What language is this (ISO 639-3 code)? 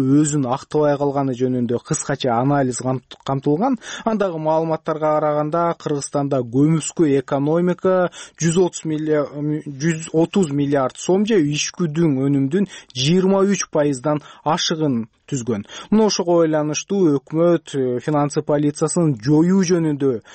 kir